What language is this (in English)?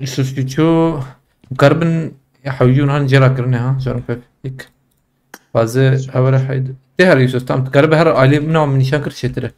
Kurdish